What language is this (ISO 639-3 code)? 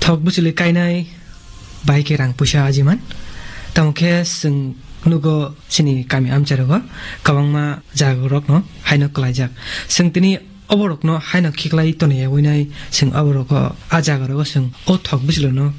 trp